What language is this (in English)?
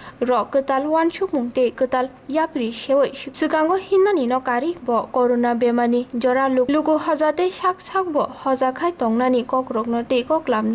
Kok Borok